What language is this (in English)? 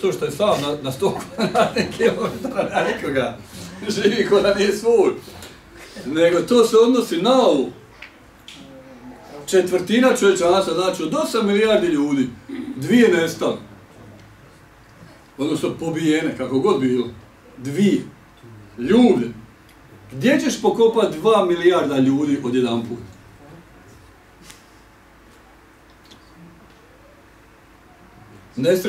Bosnian